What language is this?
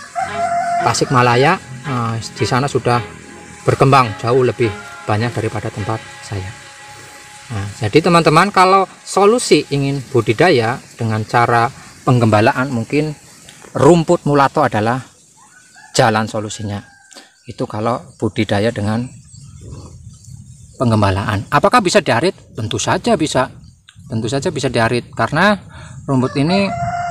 Indonesian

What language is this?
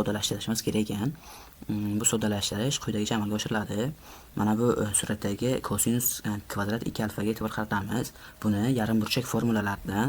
Uzbek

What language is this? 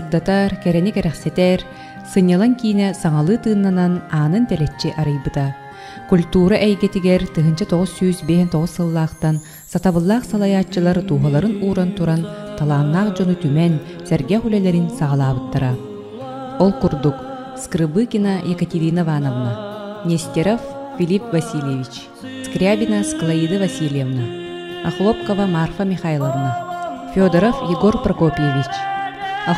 Yakut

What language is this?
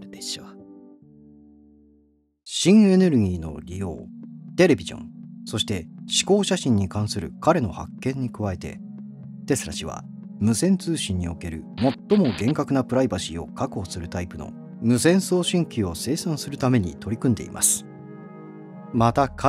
Japanese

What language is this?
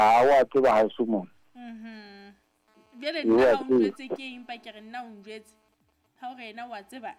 Southern Sotho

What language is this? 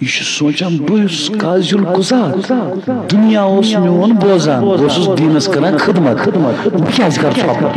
Kashmiri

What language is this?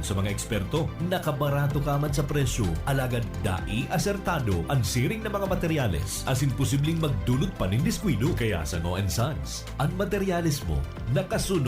Bikol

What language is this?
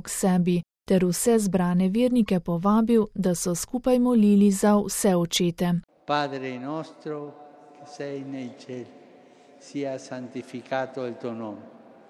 Slovenian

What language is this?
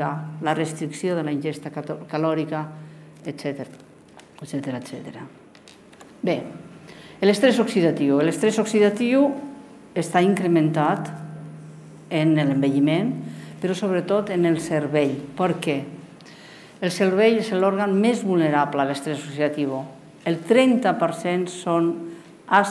Catalan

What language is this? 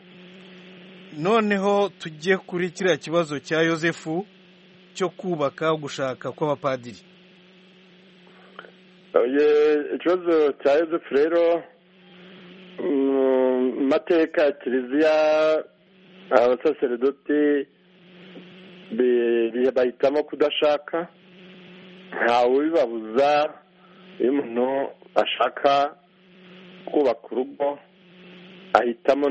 Kinyarwanda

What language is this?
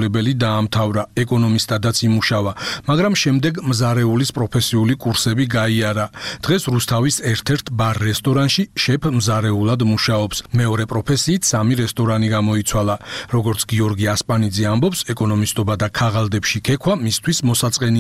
Georgian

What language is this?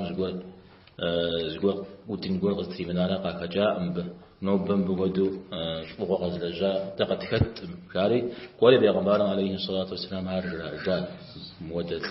Kabardian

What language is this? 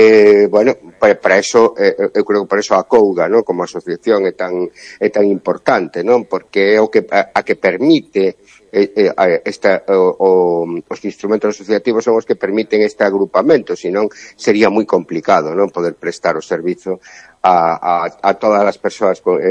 Galician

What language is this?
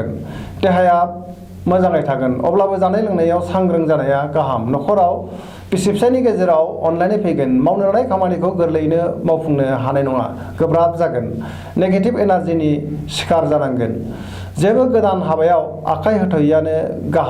Bodo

